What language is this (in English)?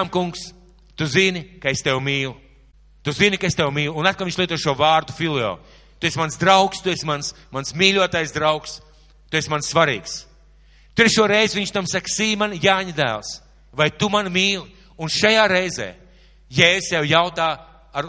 Latvian